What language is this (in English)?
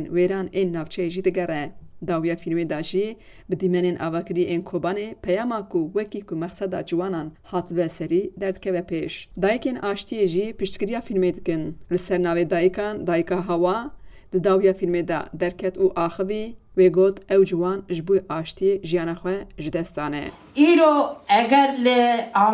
Kurdish